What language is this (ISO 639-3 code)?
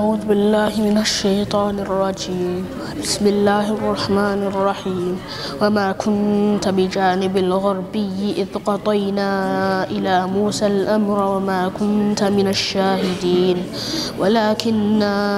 ara